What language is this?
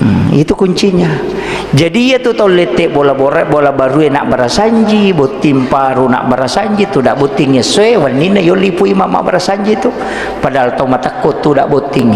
Buginese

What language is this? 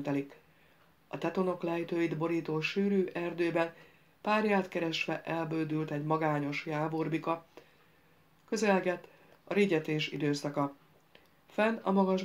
Hungarian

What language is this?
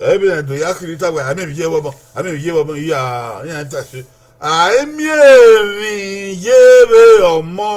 Bini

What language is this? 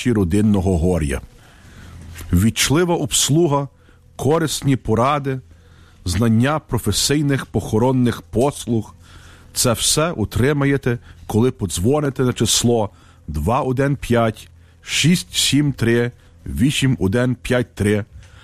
Ukrainian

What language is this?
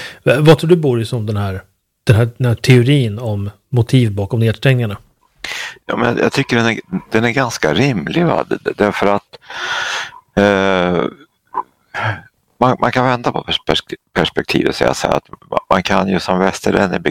Swedish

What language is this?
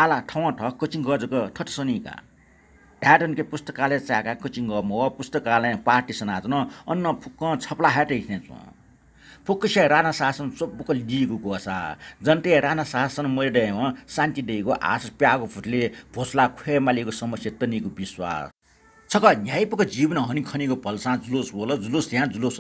Newari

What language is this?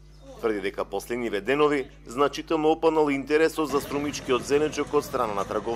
Macedonian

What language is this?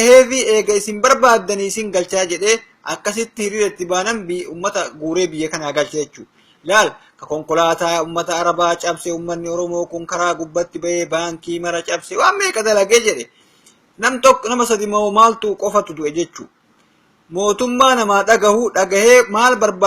Oromo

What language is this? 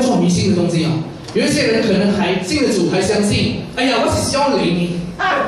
Chinese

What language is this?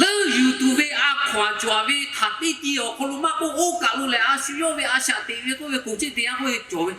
Lahu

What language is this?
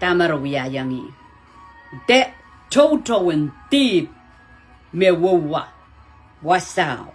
Pohnpeian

